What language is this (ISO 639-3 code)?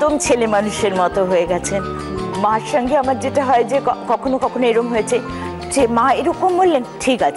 ben